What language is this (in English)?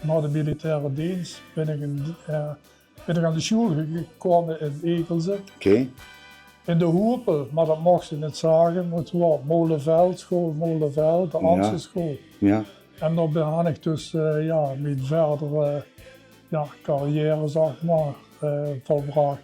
Limburgish